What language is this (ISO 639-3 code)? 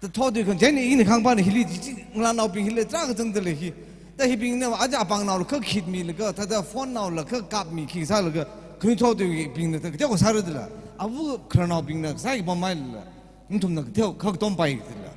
nmf